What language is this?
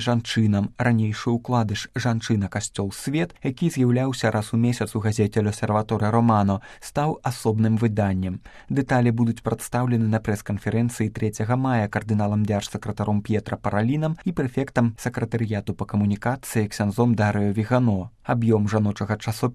Belarusian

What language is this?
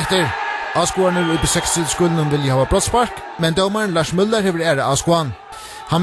Faroese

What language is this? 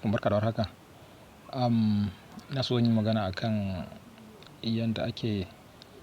Hausa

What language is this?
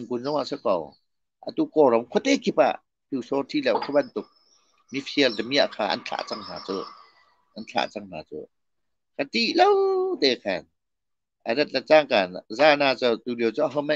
Hakha Chin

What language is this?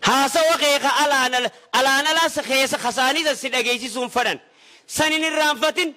Oromo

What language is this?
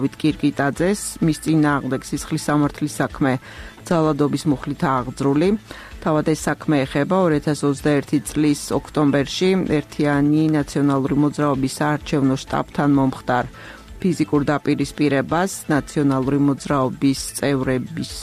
Georgian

